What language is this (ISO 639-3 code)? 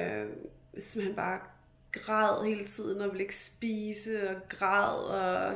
dan